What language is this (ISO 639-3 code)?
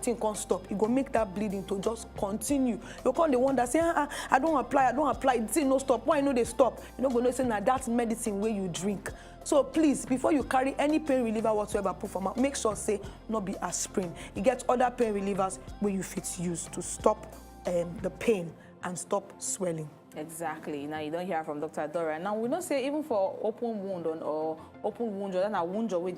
pcm